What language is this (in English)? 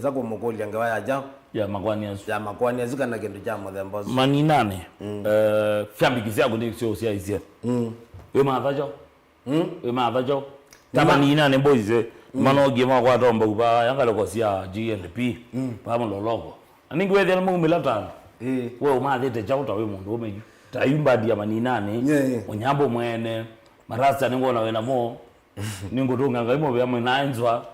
Kamba